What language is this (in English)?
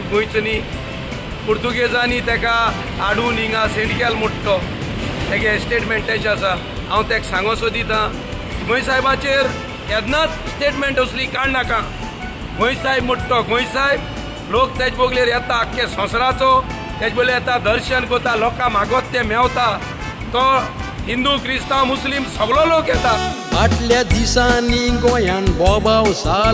Konkani